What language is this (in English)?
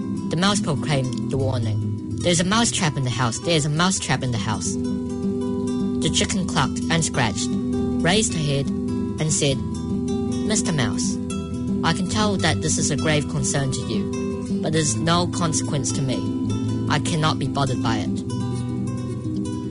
English